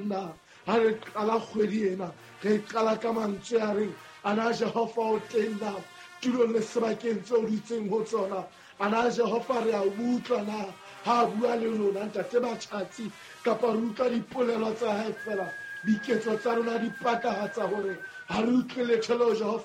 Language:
Southern Sotho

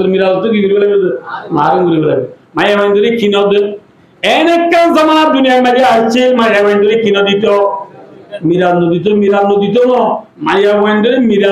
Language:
Rohingya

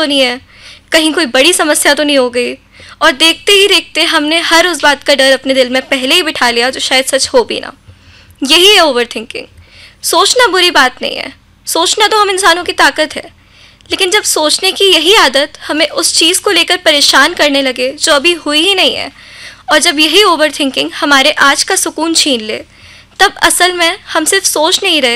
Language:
Hindi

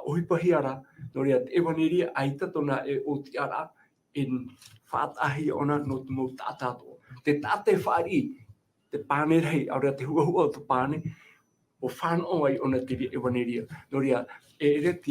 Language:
Tahitian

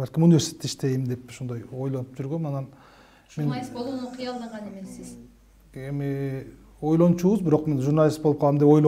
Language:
Kyrgyz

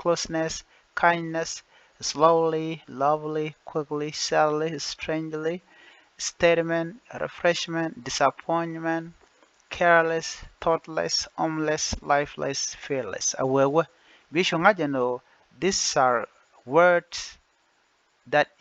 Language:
Nuer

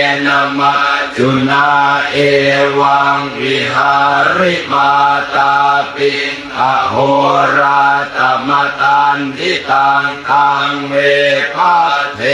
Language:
Pali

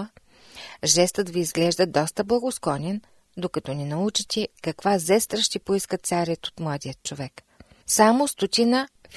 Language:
Bulgarian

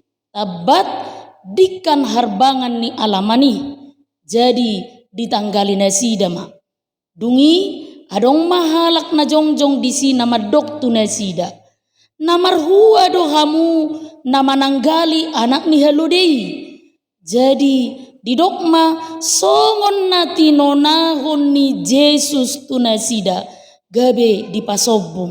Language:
Batak Toba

